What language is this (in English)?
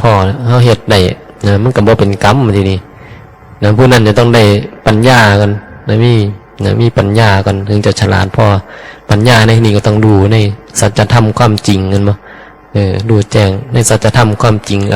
Northeastern Thai